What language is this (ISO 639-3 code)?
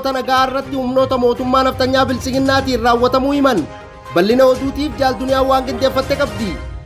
orm